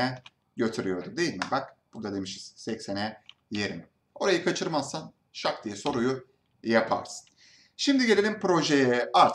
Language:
Turkish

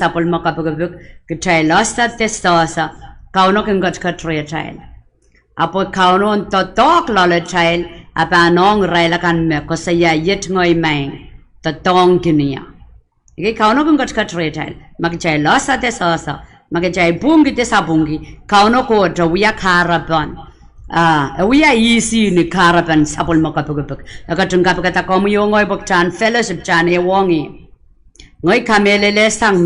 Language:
Pohnpeian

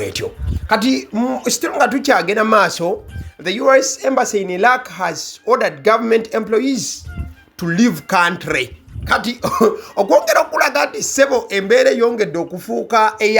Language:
Ganda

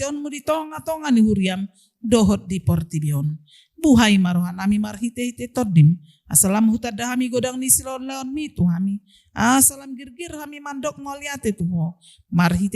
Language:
Batak Toba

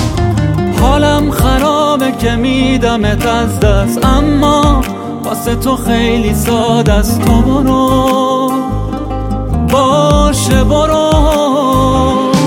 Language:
Persian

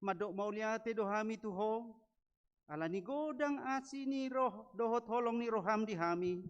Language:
Batak Toba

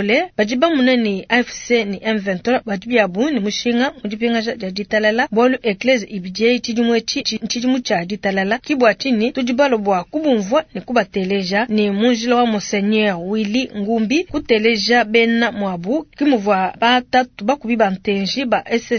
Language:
Luba-Lulua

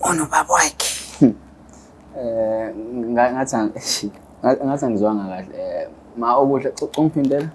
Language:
Zulu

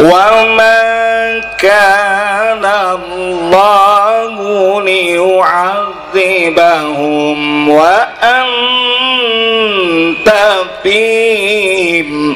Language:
Banjar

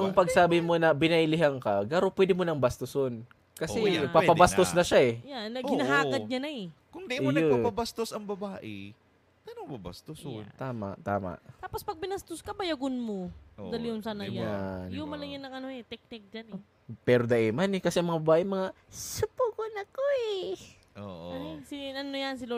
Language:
Bikol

